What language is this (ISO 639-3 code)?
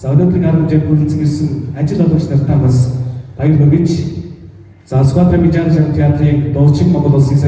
mon